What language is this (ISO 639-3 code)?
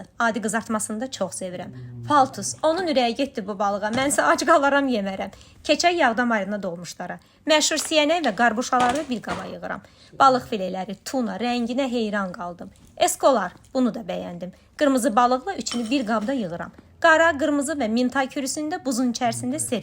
aze